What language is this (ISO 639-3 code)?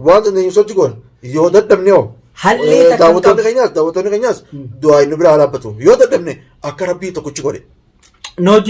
orm